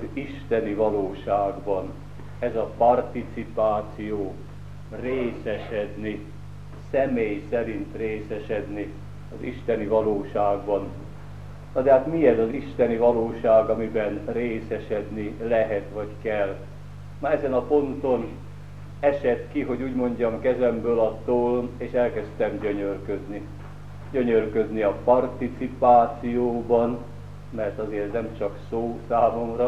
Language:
Hungarian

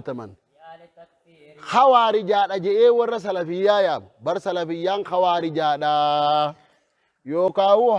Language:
Oromo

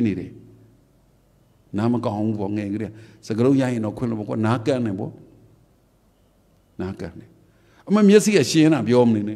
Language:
Burmese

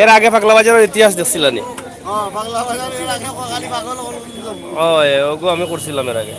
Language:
Sylheti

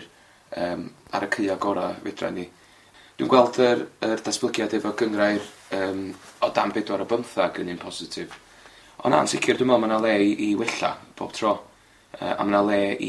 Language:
Welsh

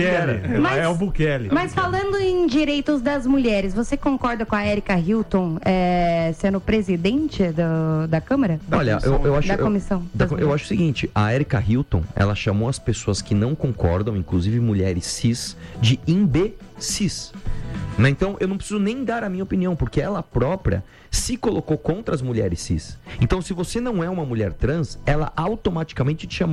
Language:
Portuguese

